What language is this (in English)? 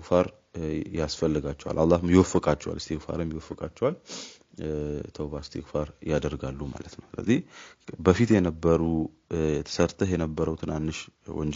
Amharic